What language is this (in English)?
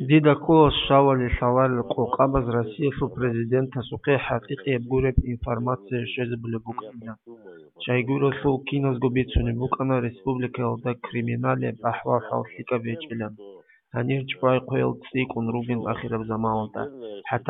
Avaric